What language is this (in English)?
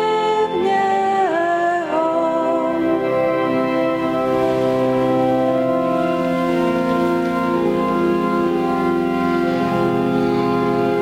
Slovak